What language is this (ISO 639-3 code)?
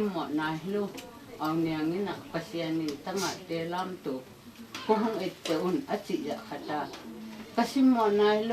ctd